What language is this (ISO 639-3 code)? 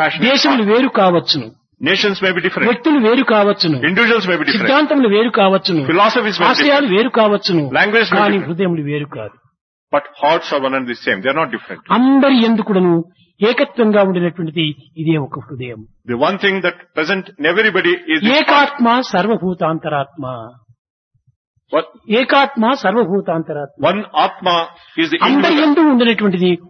tel